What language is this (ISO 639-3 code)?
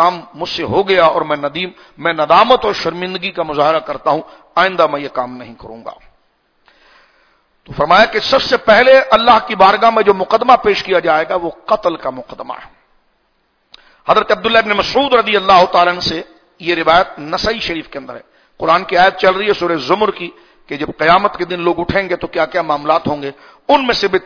urd